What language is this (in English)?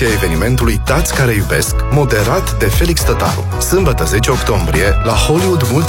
Romanian